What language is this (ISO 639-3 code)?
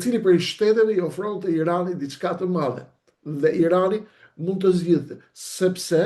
sqi